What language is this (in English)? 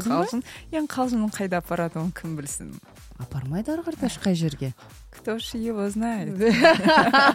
Kazakh